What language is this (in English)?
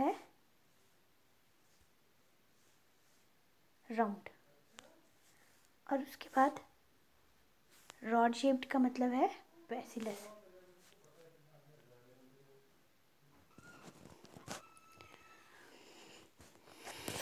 Hindi